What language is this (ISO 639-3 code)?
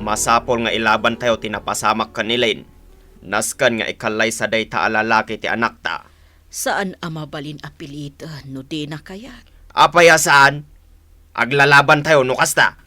ilo